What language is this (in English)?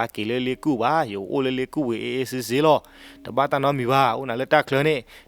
S'gaw Karen